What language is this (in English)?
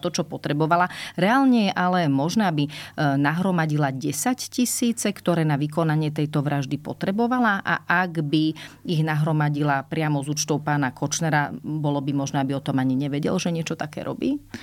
Slovak